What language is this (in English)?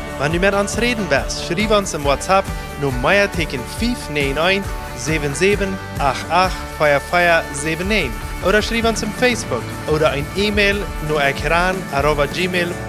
Plautdietsch